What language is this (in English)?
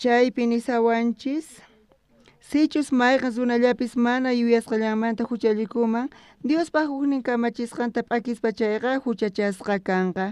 South Bolivian Quechua